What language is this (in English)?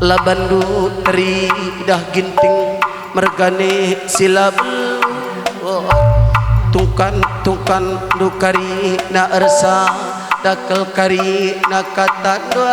Batak Karo